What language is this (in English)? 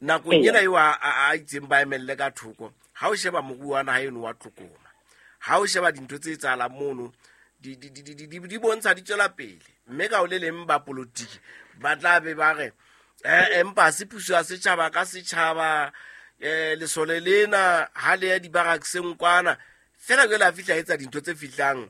Southern Sotho